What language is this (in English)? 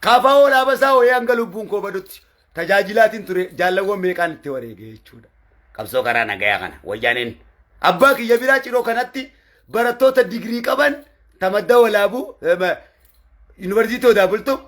Oromo